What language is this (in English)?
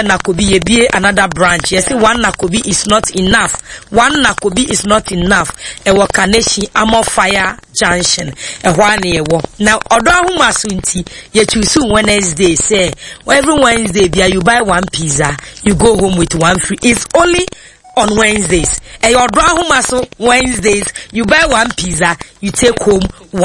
Akan